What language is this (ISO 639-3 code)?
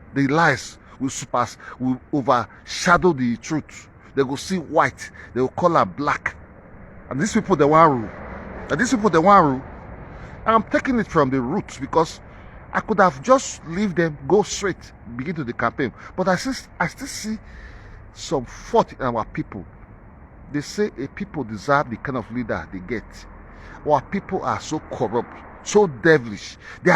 pcm